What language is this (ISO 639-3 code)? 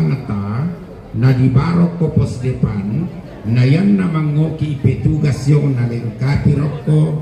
sda